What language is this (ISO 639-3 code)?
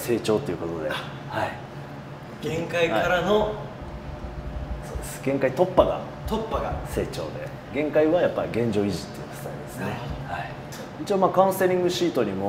jpn